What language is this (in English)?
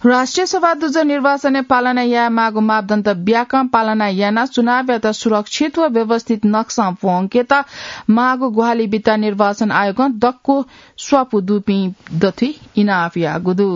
Newari